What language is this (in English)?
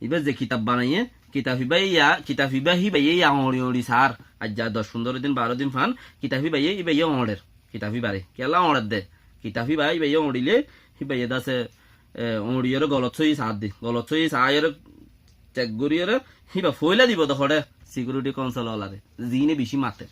Rohingya